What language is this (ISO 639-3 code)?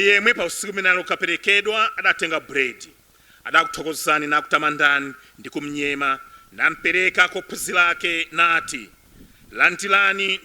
nya